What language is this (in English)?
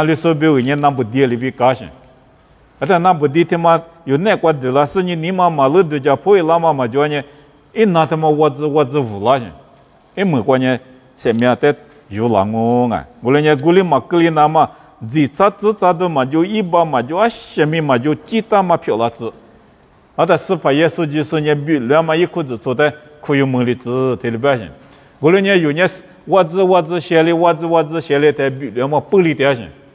Lisu